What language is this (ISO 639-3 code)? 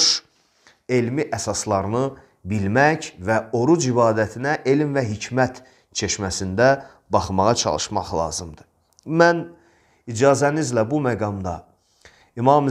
aze